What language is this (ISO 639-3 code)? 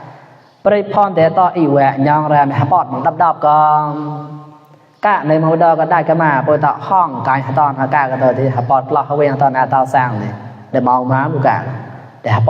mnw